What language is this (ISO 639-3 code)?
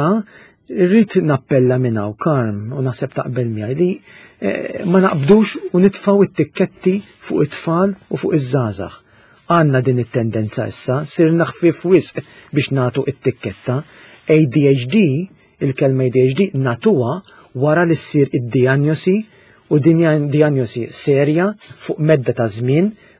mlt